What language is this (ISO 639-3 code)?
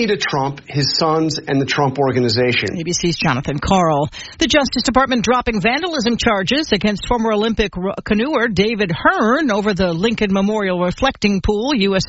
eng